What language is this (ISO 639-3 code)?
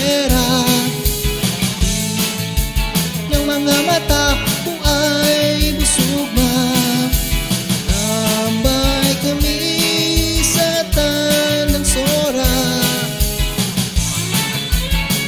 fil